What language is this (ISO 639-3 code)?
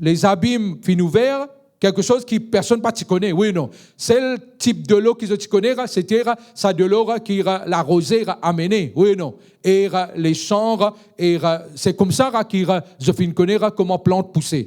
mfe